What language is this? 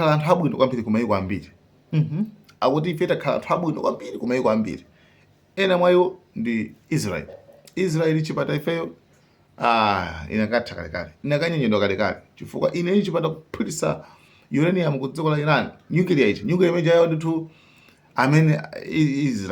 Nyanja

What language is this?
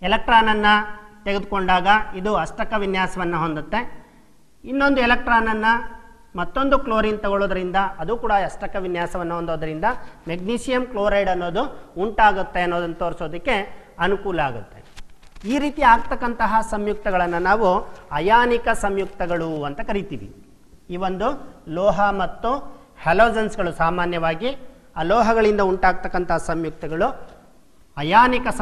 Kannada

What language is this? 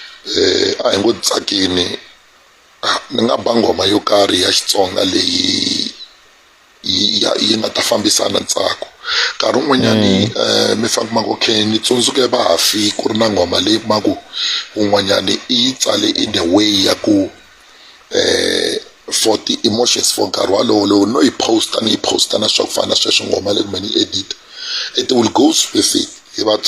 Tsonga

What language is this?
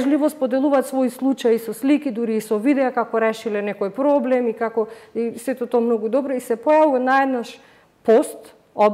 Macedonian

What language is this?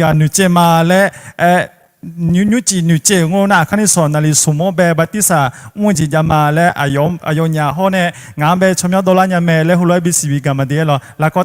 Akha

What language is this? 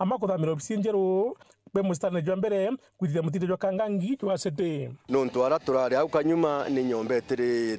Meru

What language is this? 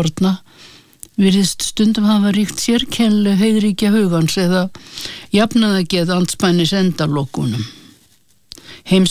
Icelandic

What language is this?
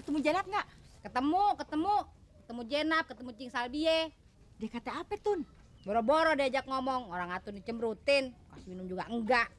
Betawi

